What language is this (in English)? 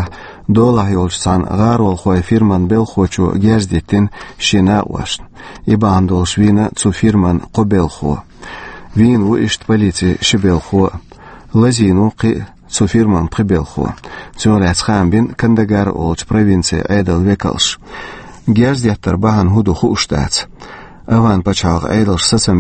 Chechen